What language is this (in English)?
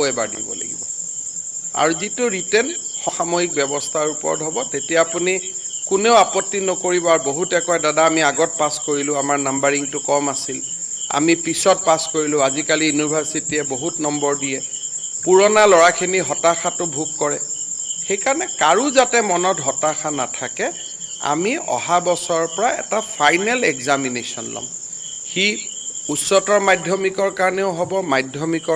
Assamese